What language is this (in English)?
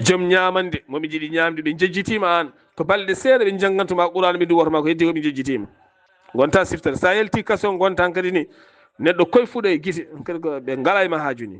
Fula